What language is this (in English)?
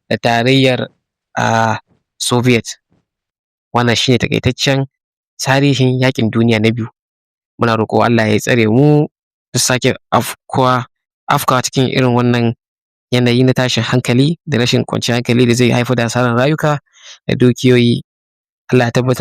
Hausa